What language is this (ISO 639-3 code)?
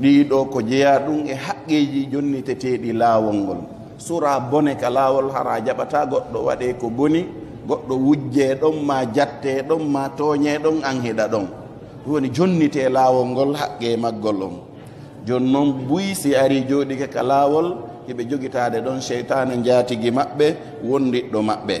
ful